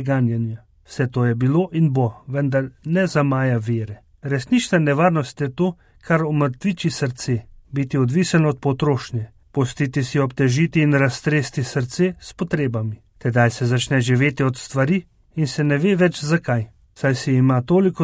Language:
Slovenian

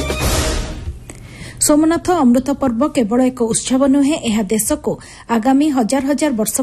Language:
Odia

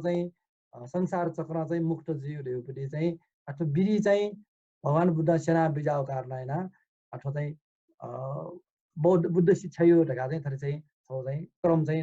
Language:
Newari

